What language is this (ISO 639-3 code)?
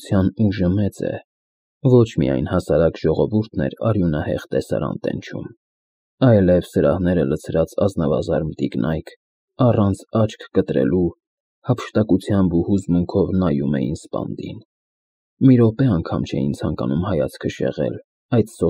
hye